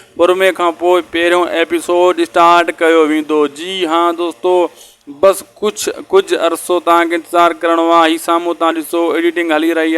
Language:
Sindhi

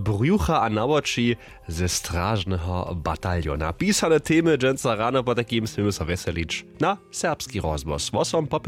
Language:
Upper Sorbian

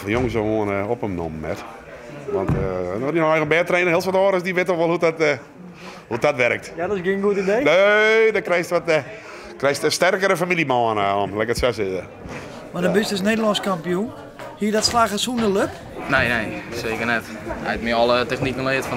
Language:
Western Frisian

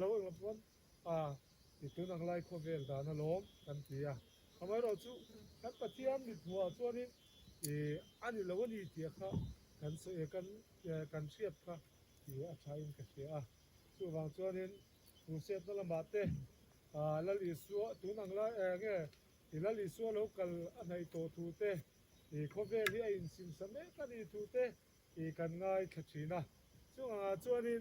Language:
Mizo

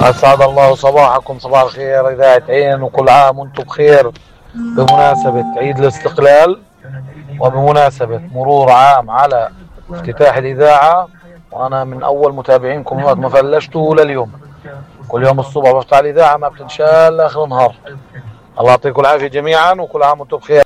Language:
North Levantine Arabic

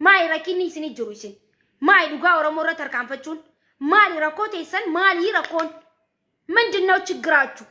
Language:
Oromo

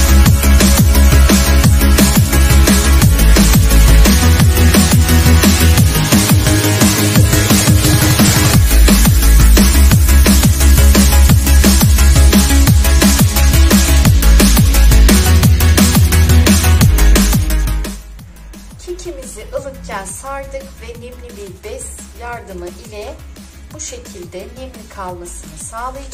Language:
Turkish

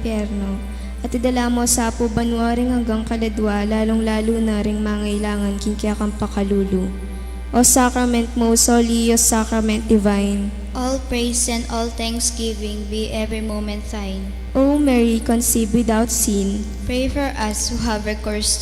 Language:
Pampanga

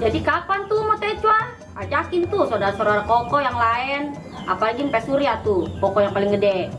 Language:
Betawi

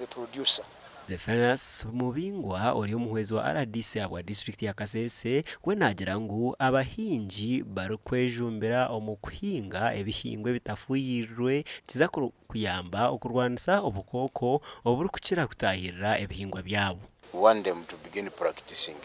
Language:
Nyankole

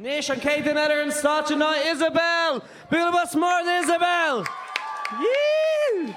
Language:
Irish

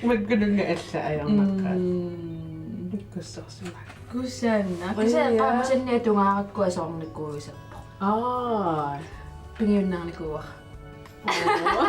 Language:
Kalaallisut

